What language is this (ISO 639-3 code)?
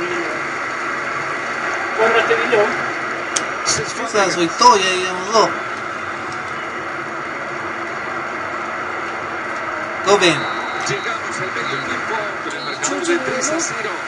spa